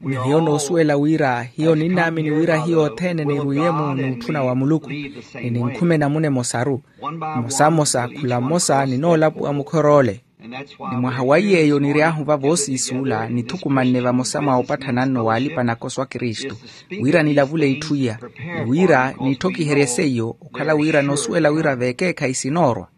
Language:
Makhuwa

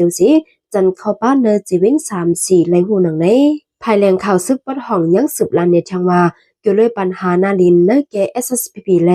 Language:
Shan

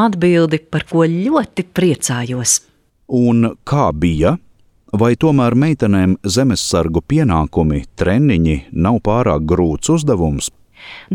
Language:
Latvian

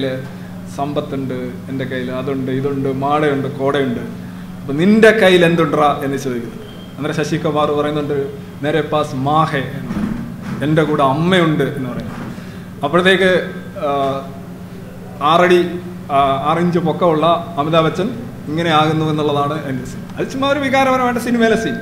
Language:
Malayalam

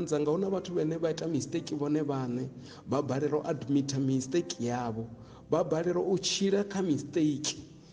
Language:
Venda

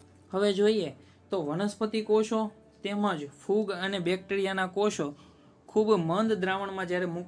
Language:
Gujarati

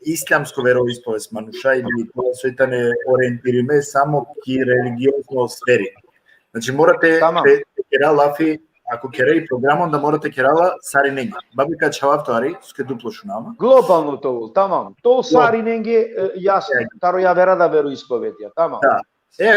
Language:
Balkan Romani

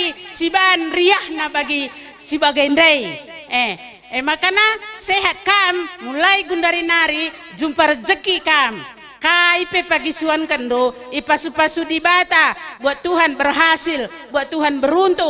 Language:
Batak Karo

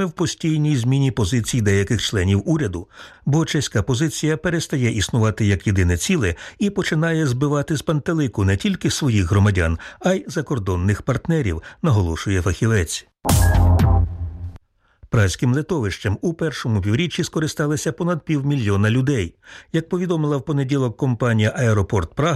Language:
Ukrainian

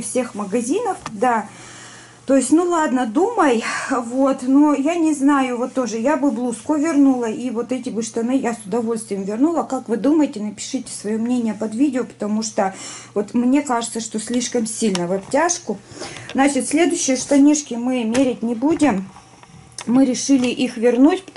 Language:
Russian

